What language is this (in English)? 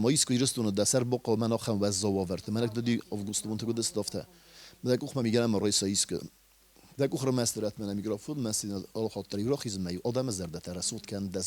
Ossetic